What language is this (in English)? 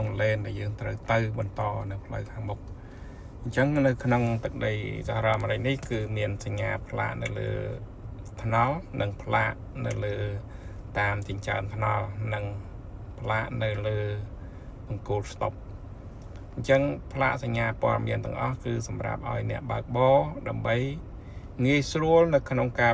Khmer